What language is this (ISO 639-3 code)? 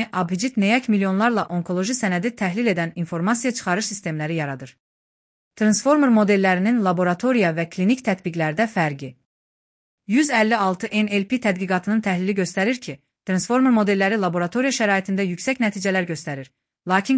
aze